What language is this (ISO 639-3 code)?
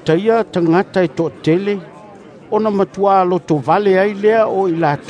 smo